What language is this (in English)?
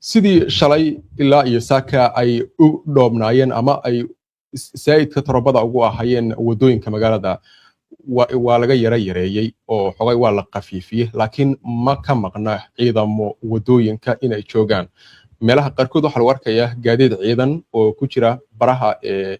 Somali